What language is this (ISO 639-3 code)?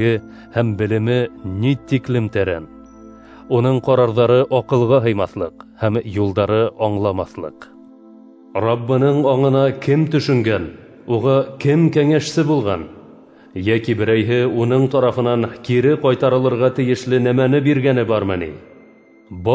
bak